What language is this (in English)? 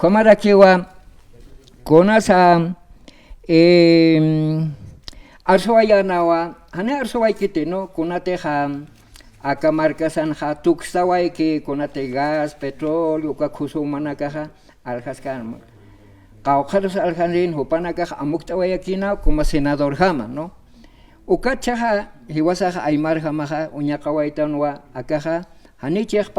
Aymara